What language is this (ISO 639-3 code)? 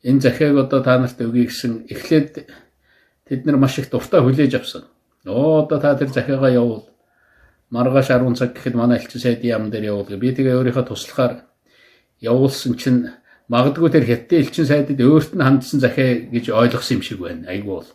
mon